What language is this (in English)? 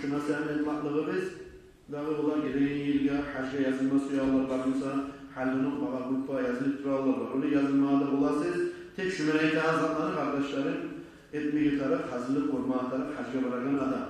Kumyk